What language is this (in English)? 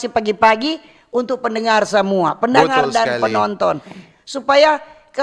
Manado Malay